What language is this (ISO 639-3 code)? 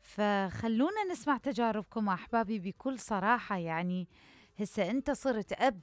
acm